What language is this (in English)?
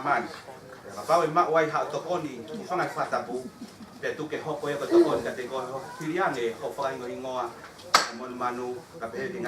Tongan